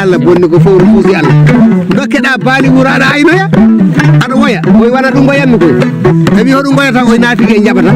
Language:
Fula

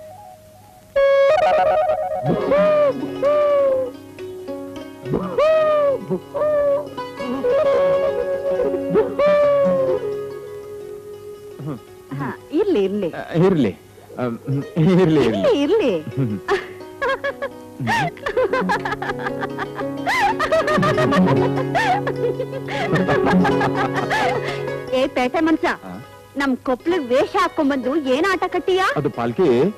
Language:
Kannada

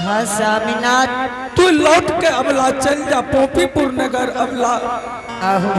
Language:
Angika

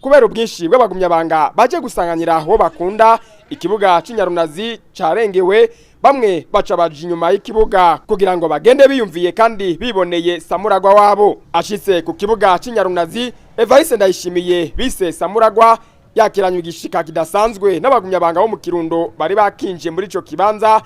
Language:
Rundi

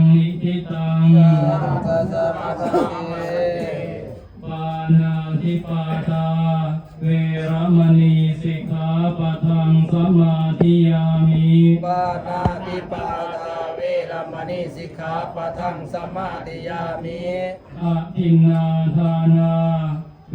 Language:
Pali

